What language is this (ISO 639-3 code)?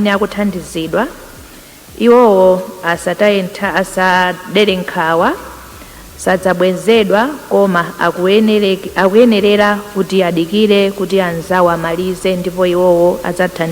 nya